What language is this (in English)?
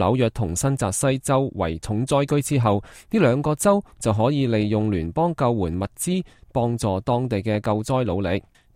Cantonese